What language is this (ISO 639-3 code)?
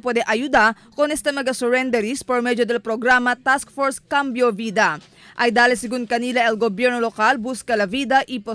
cbk